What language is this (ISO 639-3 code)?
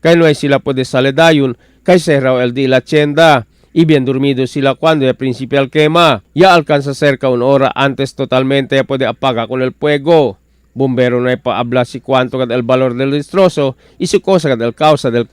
cbk